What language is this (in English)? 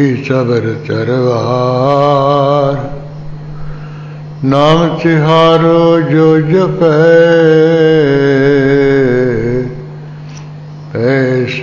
Punjabi